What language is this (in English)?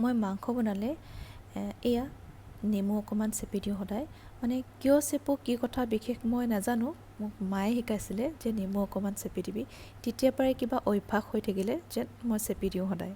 Assamese